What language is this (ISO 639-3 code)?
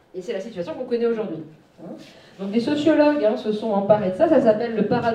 fra